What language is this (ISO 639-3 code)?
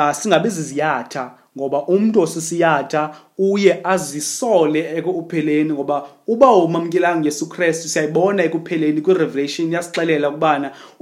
xho